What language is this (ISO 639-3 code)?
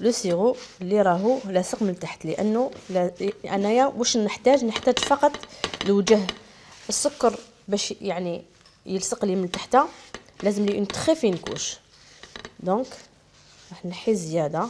arq